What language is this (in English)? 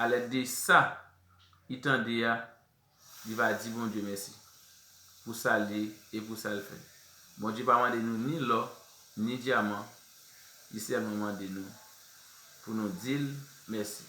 Haitian Creole